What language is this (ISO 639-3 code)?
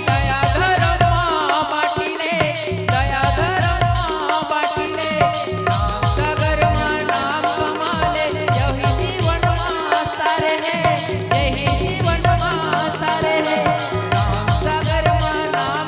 hne